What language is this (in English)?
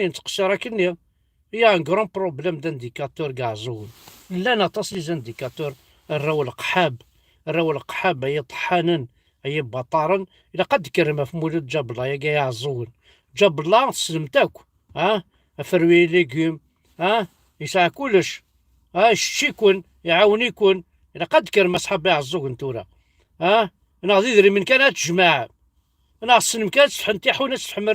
Kabyle